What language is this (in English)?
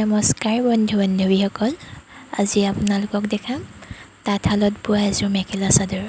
Assamese